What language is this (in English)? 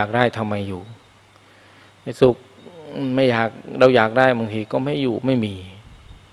Thai